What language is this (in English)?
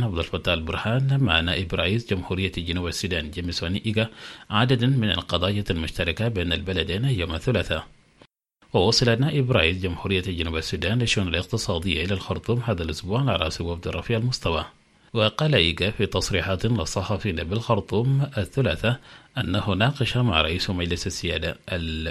Arabic